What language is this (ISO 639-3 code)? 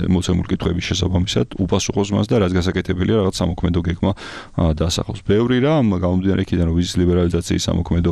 kat